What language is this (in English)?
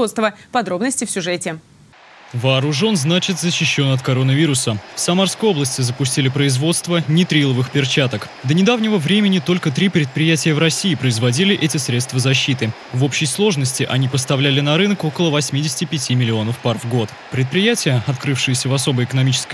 Russian